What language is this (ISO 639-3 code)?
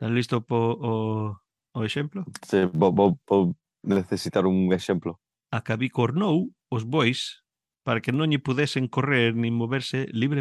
glg